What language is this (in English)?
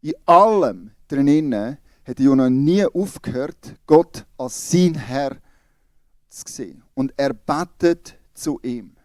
Swiss German